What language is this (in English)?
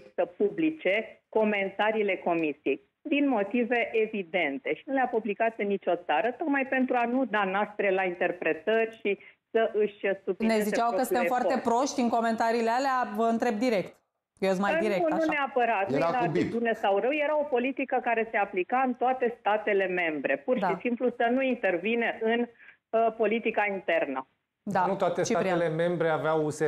Romanian